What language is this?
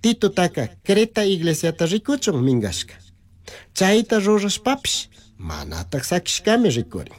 Chimborazo Highland Quichua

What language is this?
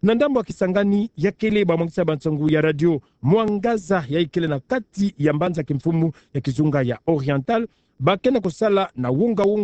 Kituba (Democratic Republic of Congo)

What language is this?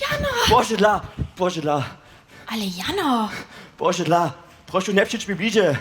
Upper Sorbian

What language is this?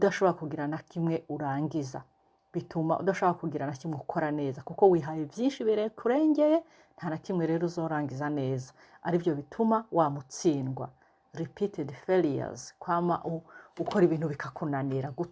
Rundi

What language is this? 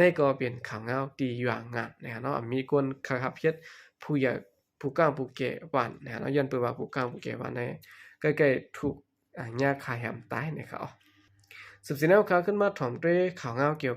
Shan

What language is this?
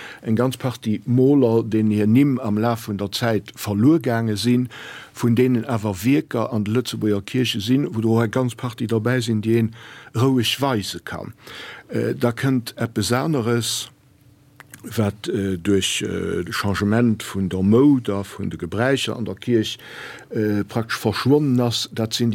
Luxembourgish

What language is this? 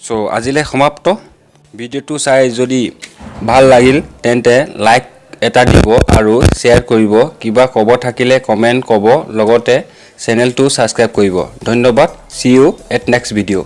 Assamese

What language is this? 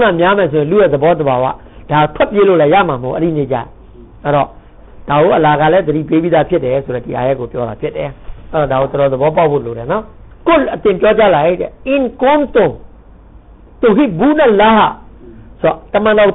Burmese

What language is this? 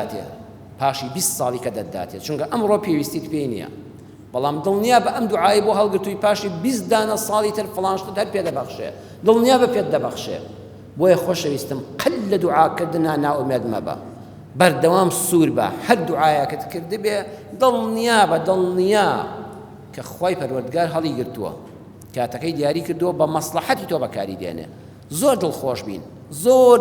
Central Kurdish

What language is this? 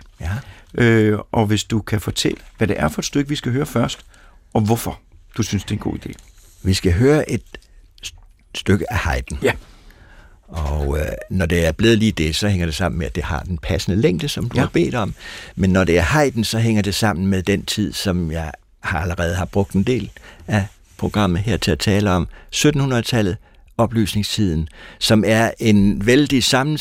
Danish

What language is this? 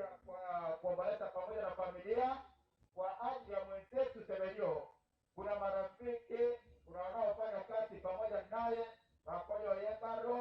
Gusii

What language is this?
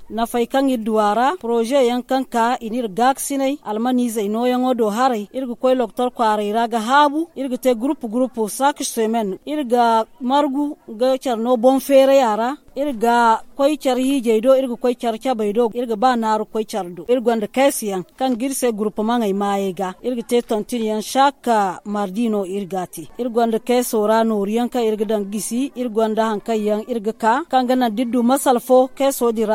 Zarma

